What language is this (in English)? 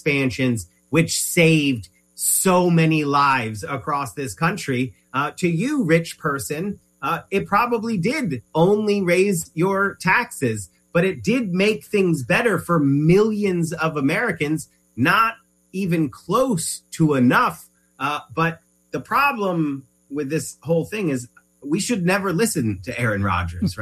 English